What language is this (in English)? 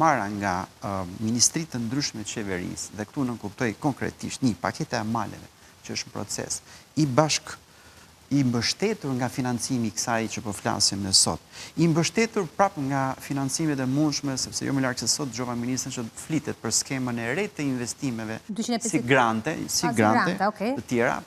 Albanian